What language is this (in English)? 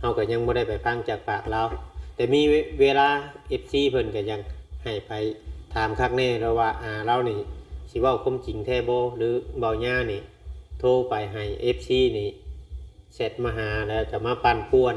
Lao